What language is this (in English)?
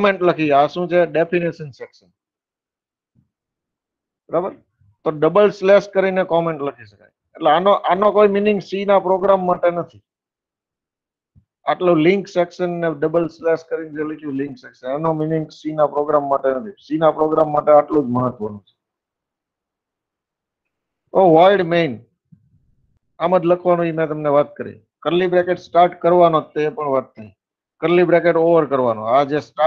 Gujarati